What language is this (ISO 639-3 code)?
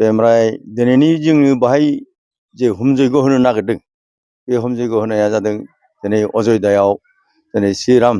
brx